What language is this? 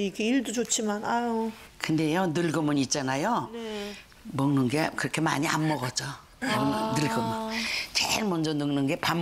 Korean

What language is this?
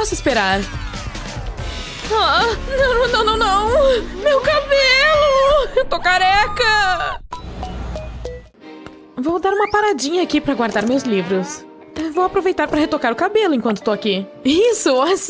Portuguese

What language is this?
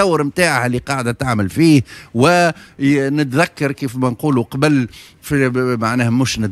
Tunisian Arabic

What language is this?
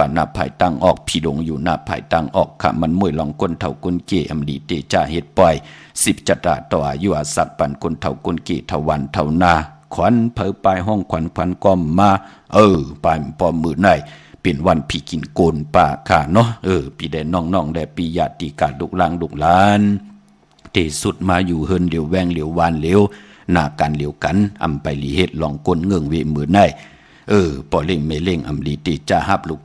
Shan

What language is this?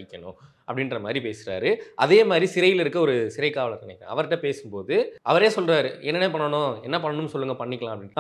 Tamil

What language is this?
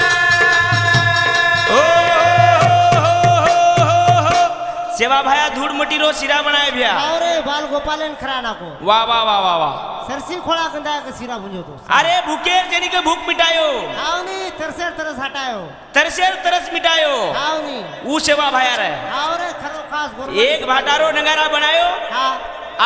Lambadi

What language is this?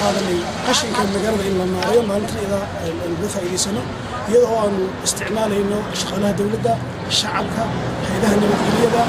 Somali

